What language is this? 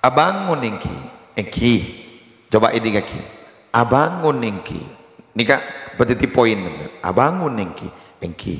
Madurese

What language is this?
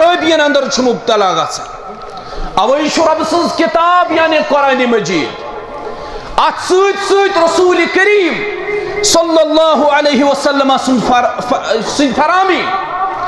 Kashmiri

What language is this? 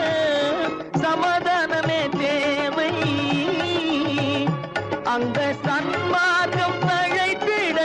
Tamil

